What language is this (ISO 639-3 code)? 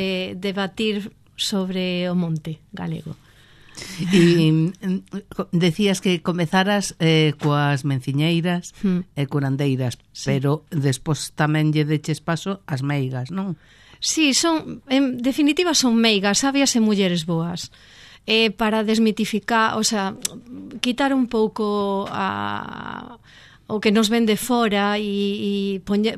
glg